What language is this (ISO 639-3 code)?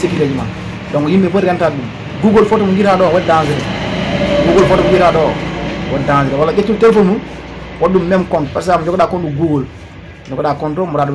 ful